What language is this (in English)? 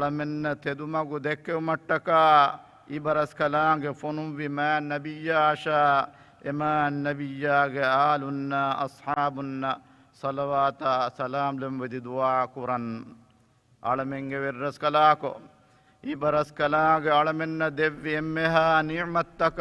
Divehi